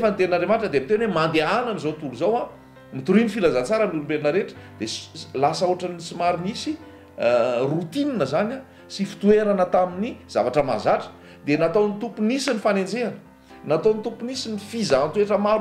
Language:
Malagasy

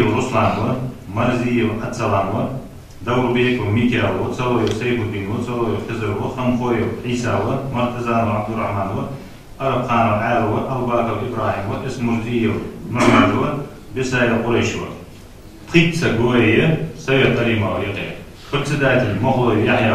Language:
Ingush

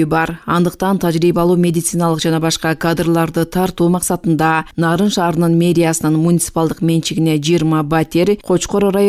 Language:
Kyrgyz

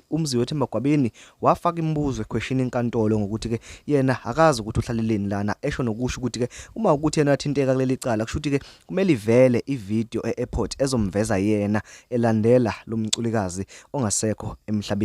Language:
Zulu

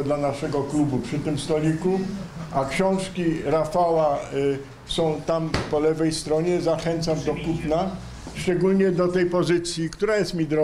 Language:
Polish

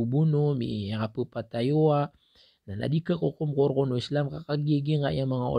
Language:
Maranao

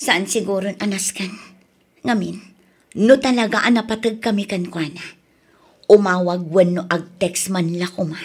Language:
Iloko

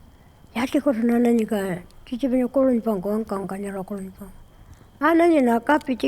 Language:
Pitjantjatjara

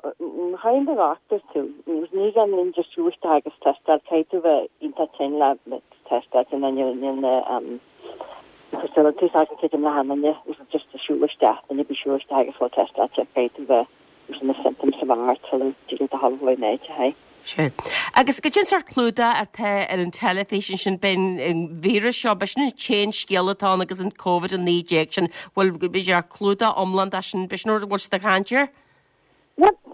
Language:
Irish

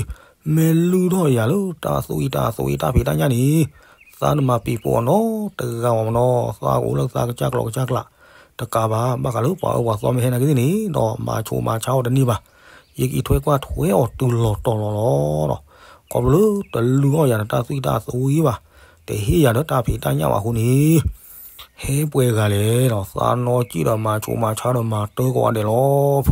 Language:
S'gaw Karen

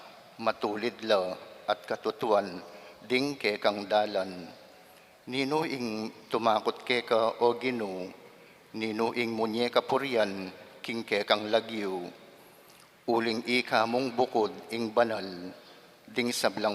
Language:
Pampanga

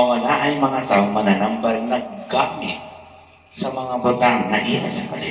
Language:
Cebuano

